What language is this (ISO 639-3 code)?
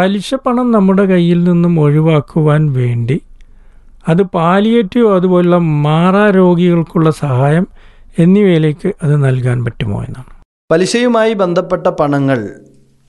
mal